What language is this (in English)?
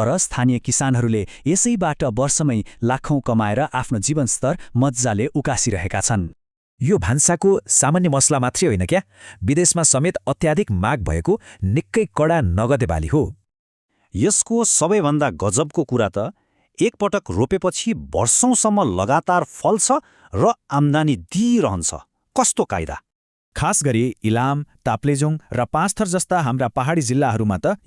Nepali